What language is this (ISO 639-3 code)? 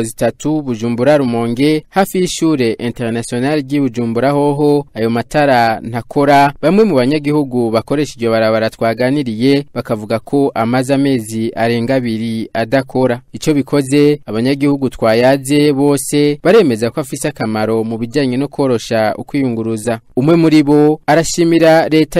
run